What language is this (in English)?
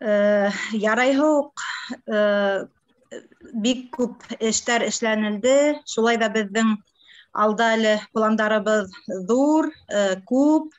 Bashkir